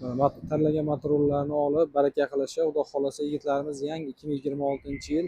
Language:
Uzbek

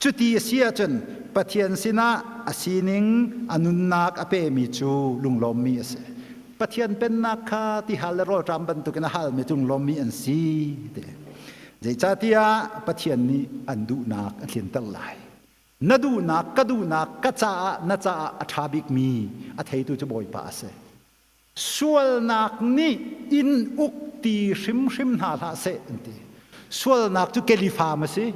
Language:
Hakha Chin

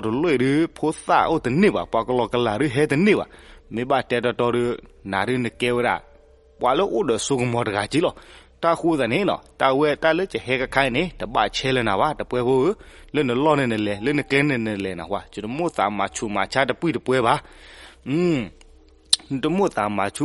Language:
S'gaw Karen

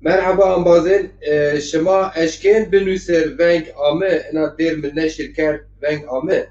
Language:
Zaza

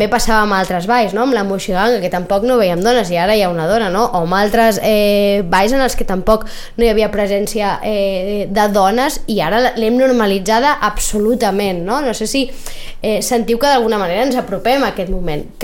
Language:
Catalan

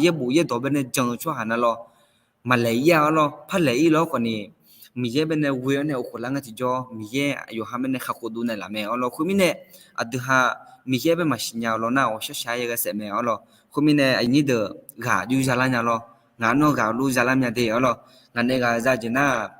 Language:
Akha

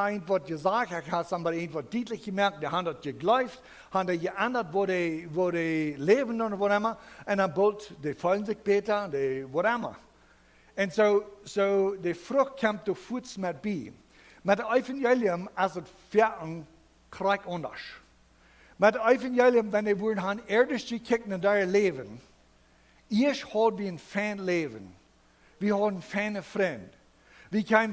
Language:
Plautdietsch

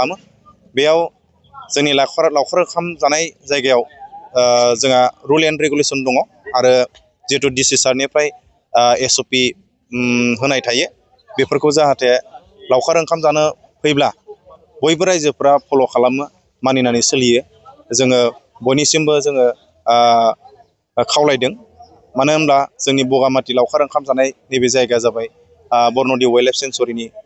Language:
Bodo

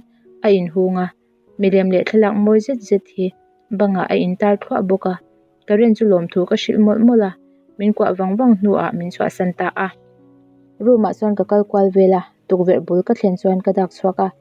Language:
Mizo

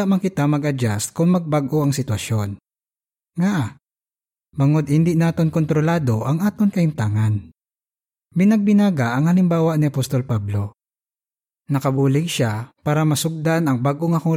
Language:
Hiligaynon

